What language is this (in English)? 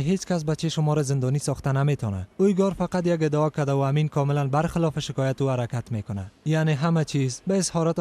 Persian